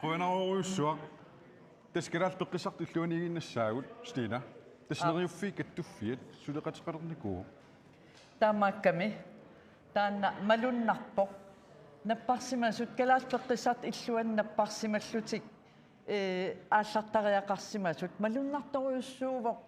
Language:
Kalaallisut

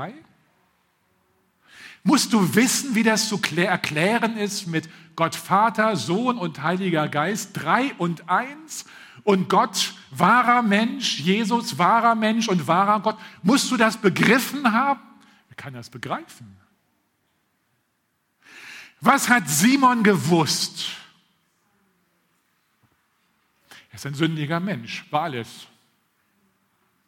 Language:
German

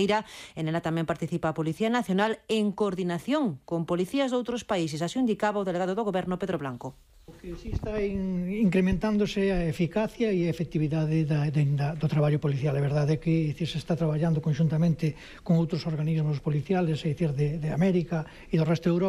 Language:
Galician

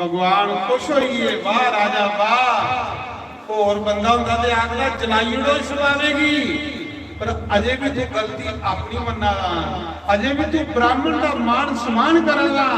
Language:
Dogri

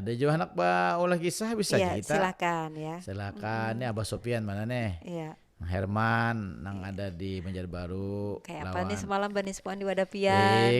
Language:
Banjar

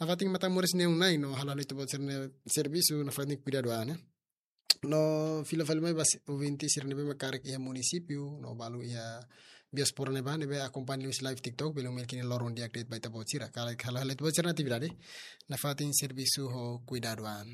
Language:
Tetum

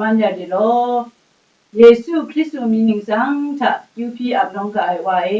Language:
Kachin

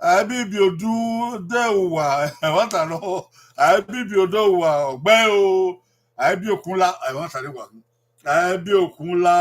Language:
Bini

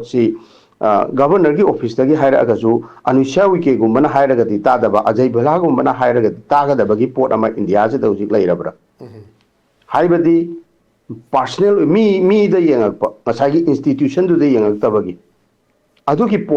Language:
Manipuri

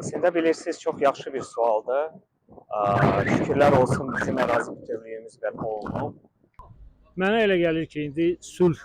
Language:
Azerbaijani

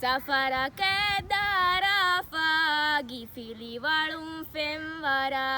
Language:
Divehi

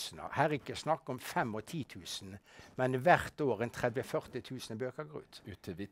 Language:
Norwegian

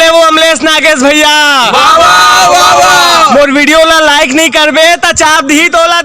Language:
Chhattisgarhi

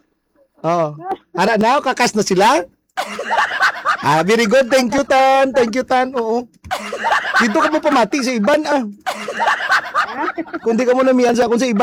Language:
Hiligaynon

